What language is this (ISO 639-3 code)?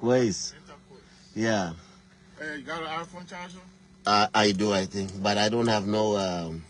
nus